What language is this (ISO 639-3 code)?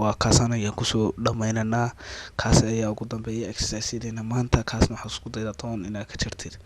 som